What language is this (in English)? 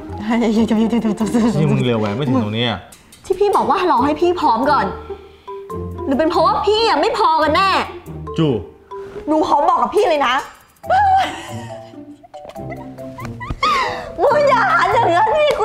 Thai